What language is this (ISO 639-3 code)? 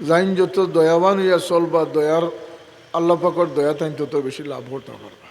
syl